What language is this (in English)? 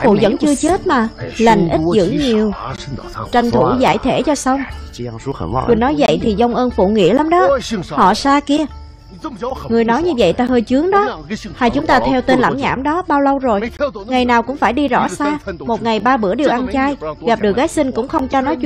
Vietnamese